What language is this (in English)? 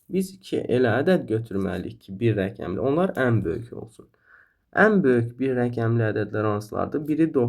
Azerbaijani